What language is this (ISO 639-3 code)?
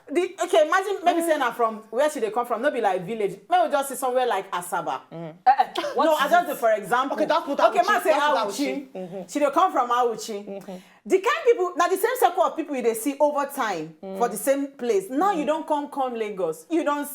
pcm